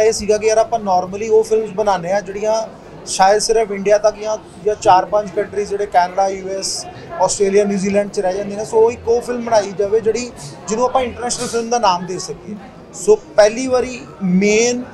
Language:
Punjabi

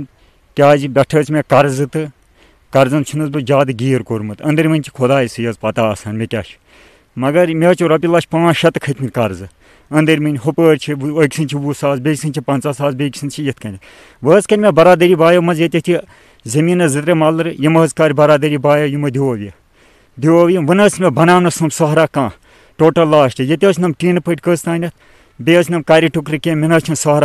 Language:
Kashmiri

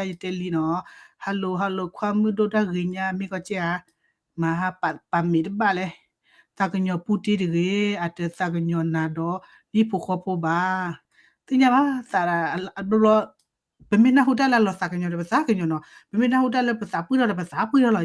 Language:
S'gaw Karen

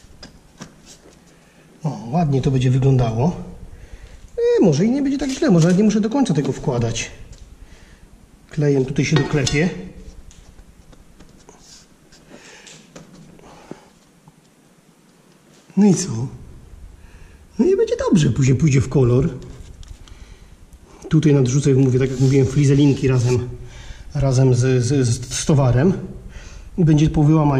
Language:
Polish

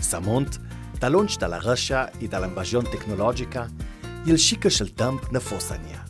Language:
Ladin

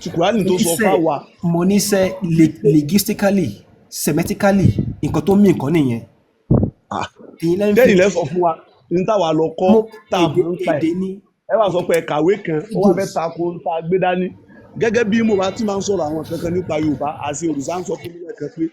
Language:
Yoruba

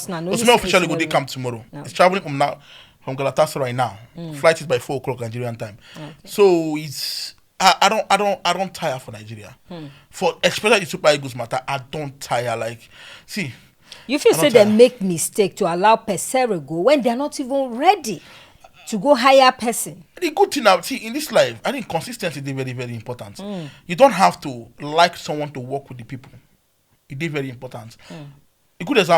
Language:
Nigerian Pidgin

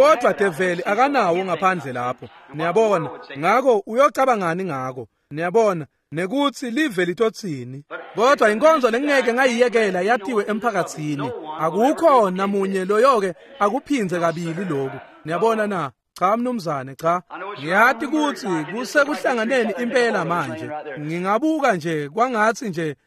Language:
Swati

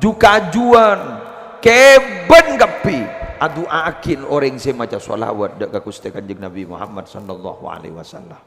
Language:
Madurese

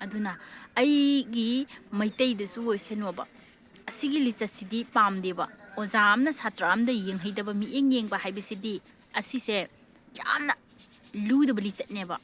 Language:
Manipuri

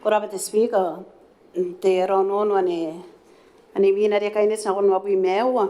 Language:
Gilbertese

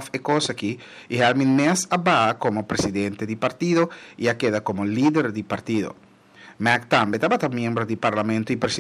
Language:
Papiamento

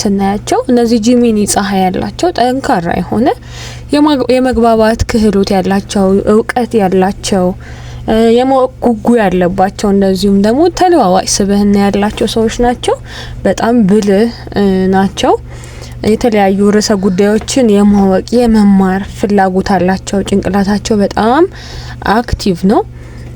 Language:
Amharic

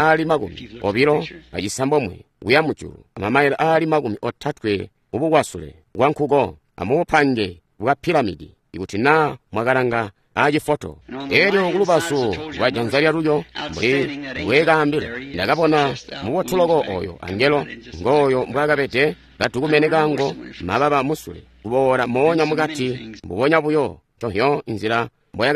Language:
Tonga (Zambia)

